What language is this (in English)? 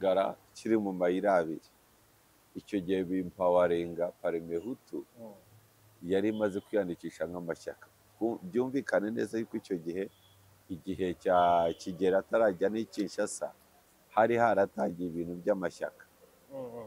Kinyarwanda